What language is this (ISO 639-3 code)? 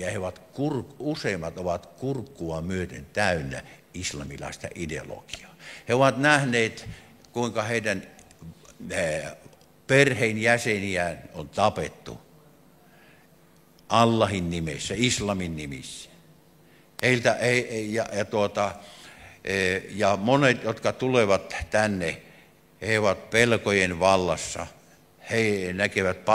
fin